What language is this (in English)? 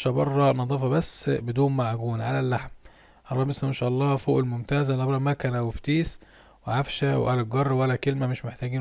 Egyptian Arabic